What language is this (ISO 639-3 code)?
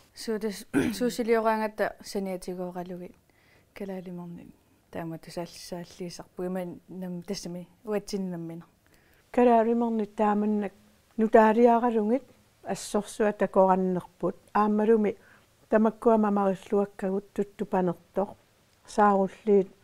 kal